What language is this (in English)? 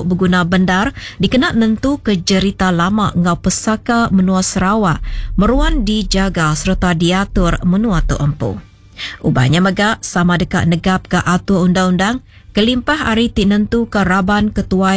Iban